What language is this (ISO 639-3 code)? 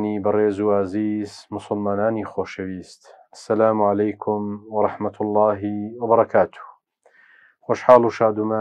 ckb